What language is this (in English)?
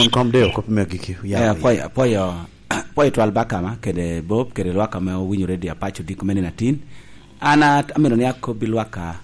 Lango (Uganda)